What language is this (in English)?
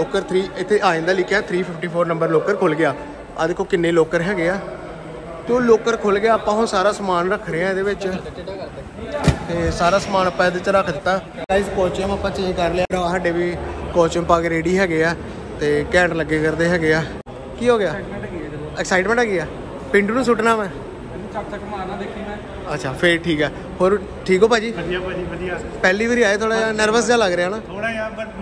Punjabi